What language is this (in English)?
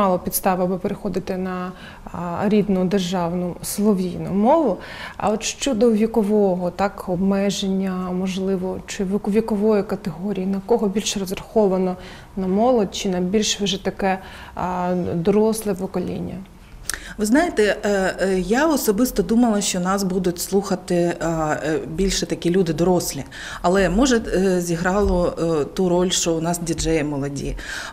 Ukrainian